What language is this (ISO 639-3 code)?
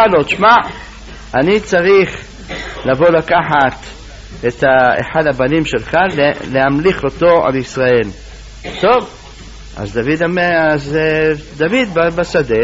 heb